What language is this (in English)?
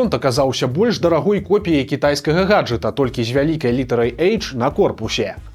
Belarusian